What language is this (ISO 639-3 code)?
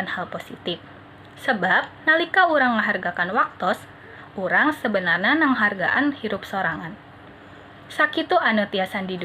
sun